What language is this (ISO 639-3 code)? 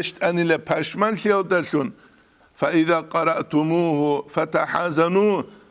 ava